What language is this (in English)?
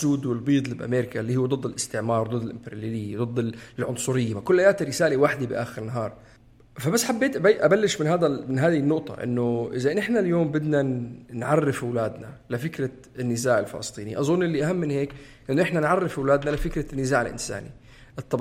North Levantine Arabic